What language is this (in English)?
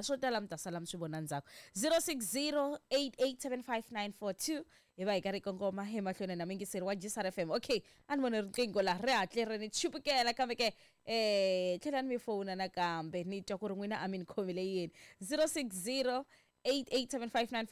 Tsonga